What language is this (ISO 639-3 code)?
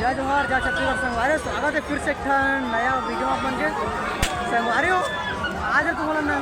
hne